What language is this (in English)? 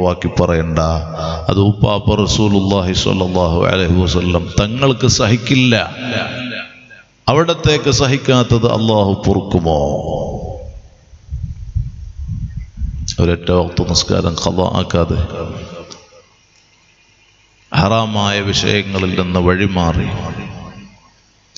Malayalam